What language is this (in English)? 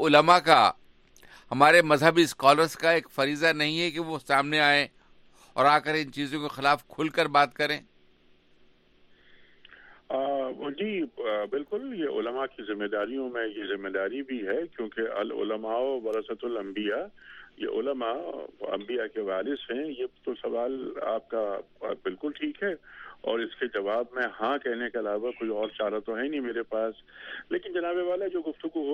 Urdu